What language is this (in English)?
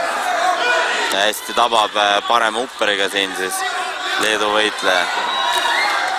Estonian